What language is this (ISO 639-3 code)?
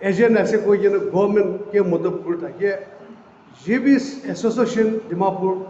nag